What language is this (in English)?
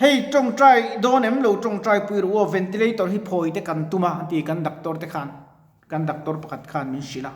Mizo